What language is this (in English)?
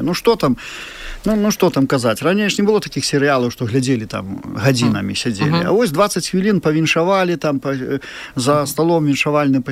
Belarusian